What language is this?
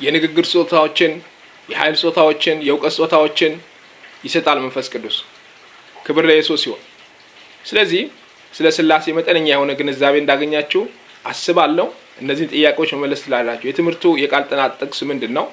Amharic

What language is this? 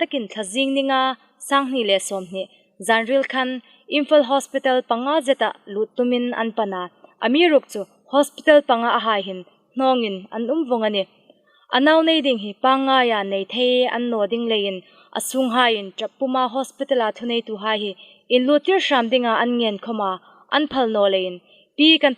Hmar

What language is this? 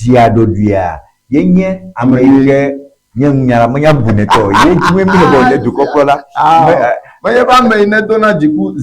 Ewe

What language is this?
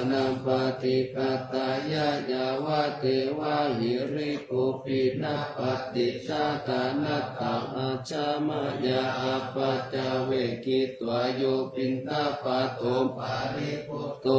Pali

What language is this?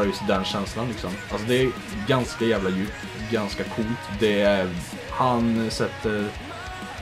Swedish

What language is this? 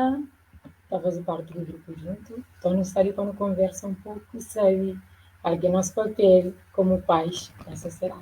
Kabuverdianu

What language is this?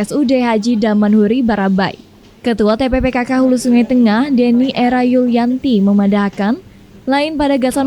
Banjar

